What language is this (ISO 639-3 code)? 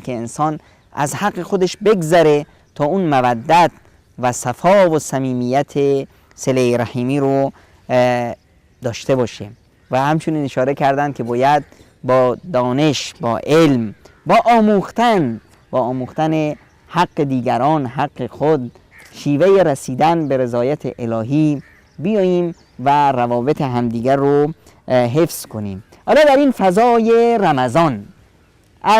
fas